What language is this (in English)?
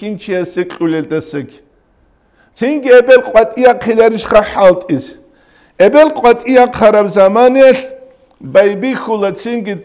Avaric